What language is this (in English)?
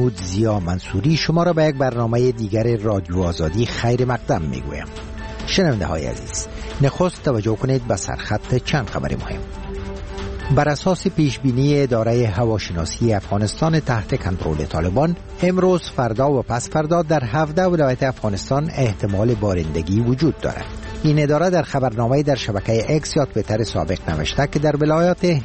Persian